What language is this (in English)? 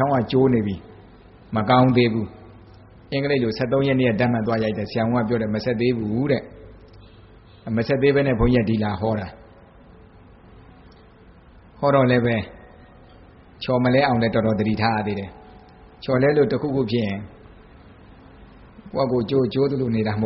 Burmese